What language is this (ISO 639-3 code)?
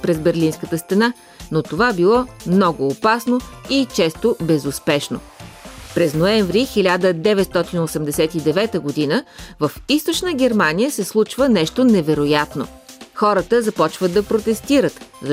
bul